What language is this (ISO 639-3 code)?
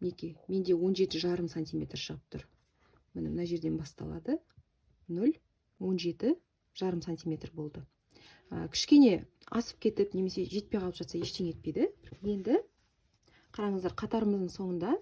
kaz